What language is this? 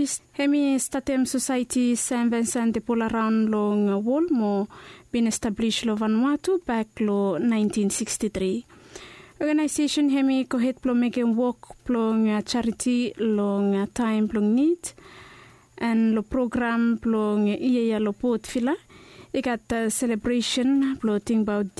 Bislama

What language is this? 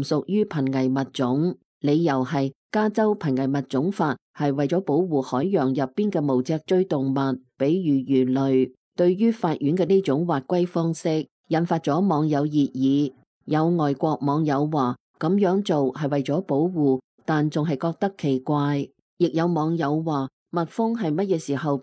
Cantonese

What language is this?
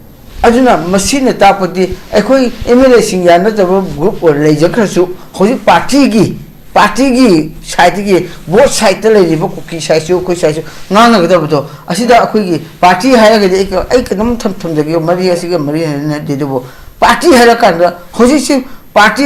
Manipuri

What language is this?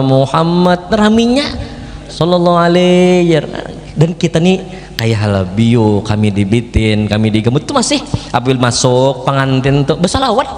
Banjar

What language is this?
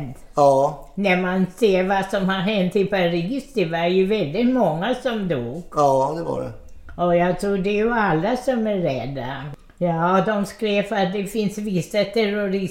Swedish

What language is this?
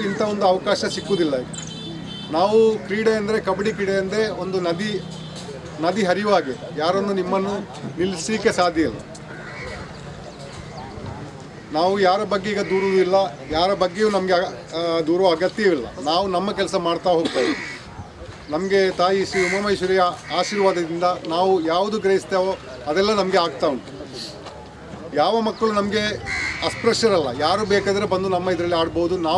Kannada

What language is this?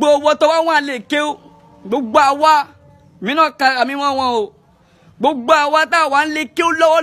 Yoruba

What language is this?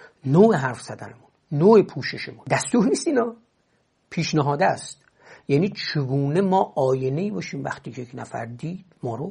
Persian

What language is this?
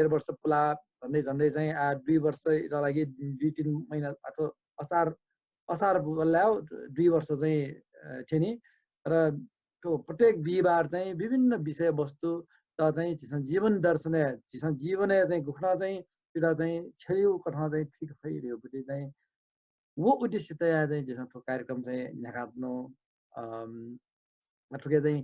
Newari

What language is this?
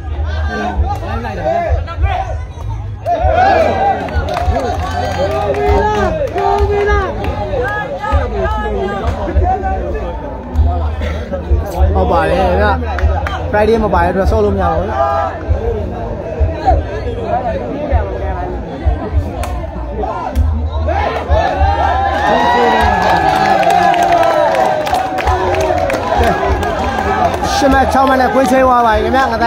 Burmese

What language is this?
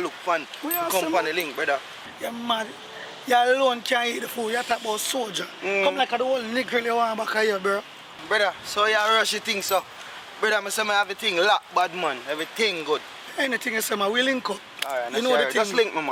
Jamaican Creole English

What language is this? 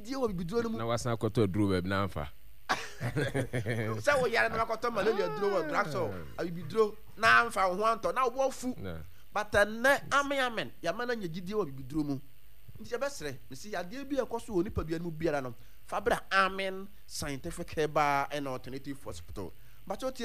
Akan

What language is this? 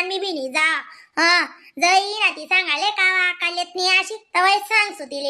Khandesi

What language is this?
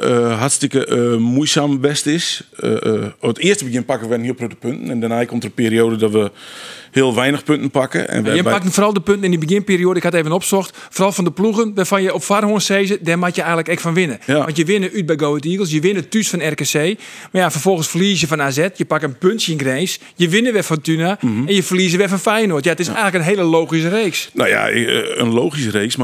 Western Frisian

